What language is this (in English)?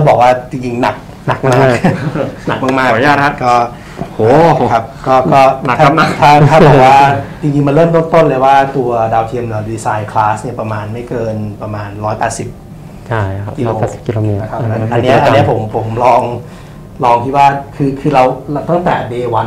Thai